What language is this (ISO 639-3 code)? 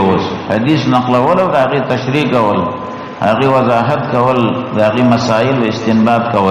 pus